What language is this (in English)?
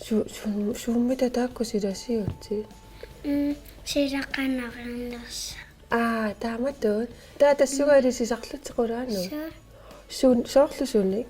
Kalaallisut